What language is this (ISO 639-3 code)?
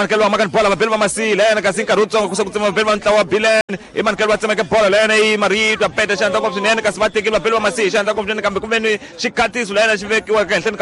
tso